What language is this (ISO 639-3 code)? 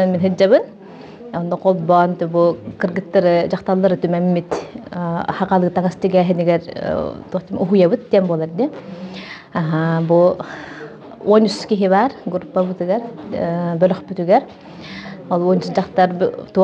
sah